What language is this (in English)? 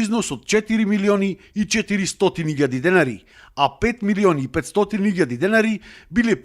Macedonian